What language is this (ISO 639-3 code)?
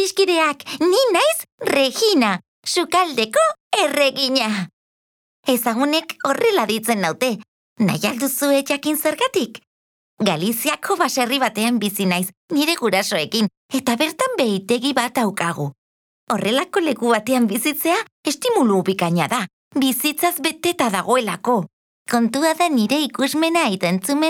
eus